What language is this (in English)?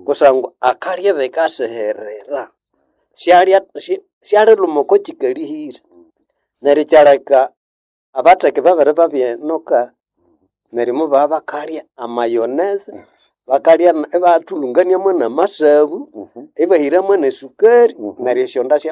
Nande